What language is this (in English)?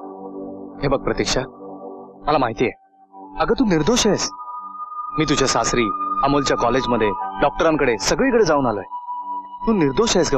Marathi